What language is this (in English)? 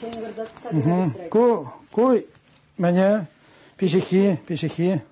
Chuvash